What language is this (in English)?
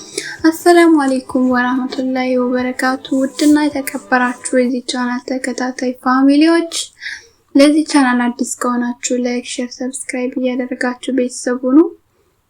Amharic